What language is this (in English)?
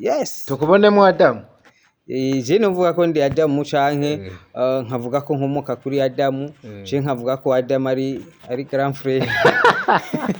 Rundi